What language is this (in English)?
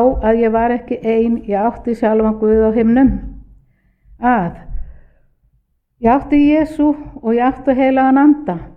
Icelandic